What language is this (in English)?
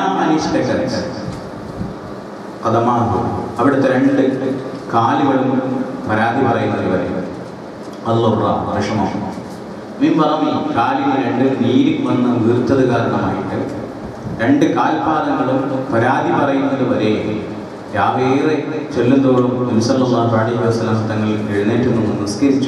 Malayalam